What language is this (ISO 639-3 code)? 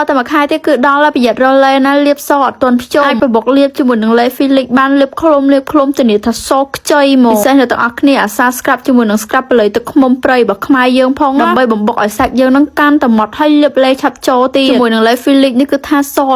khm